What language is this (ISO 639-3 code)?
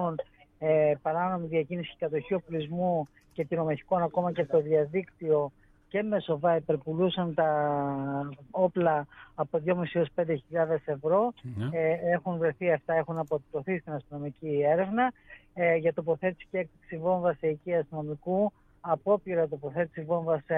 ell